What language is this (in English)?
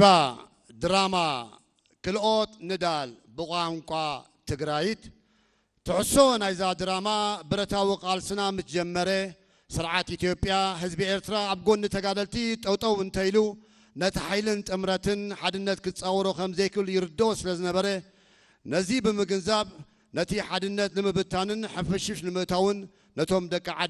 Tigrinya